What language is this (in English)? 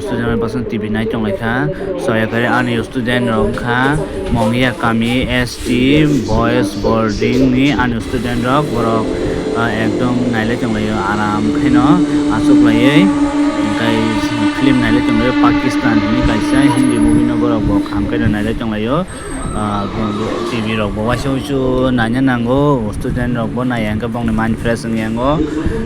Kok Borok